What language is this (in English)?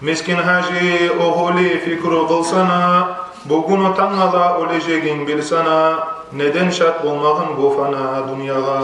Kumyk